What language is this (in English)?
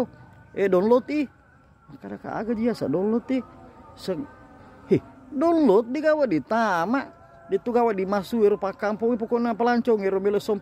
Buginese